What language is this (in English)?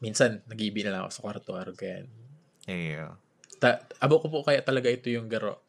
Bikol